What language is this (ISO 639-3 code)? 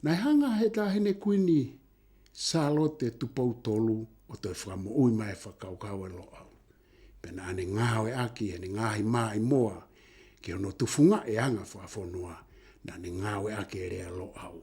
ton